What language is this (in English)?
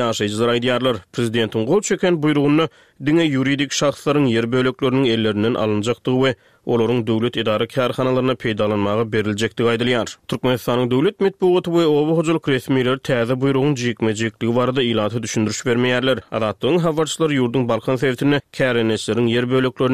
Turkmen